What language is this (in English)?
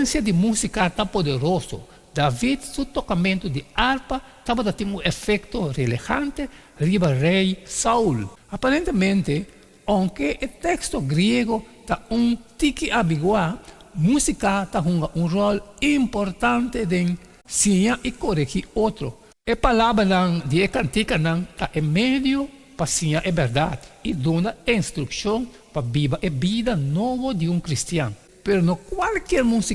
Papiamento